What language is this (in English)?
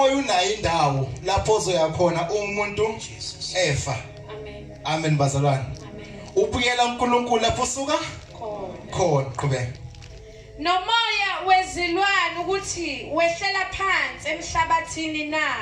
Zulu